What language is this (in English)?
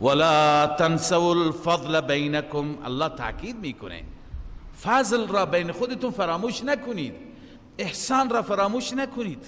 Persian